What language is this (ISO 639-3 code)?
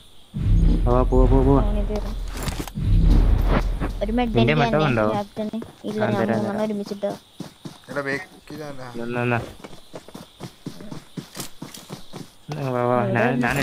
mal